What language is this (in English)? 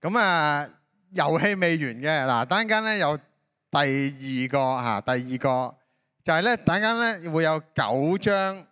Cantonese